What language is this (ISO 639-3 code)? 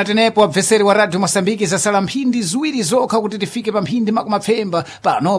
seh